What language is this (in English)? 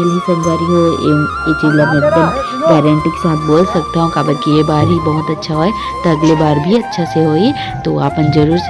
Chhattisgarhi